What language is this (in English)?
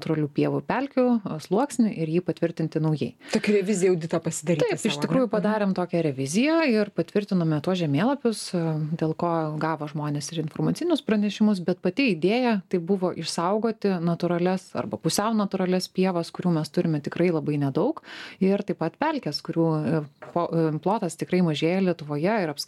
Lithuanian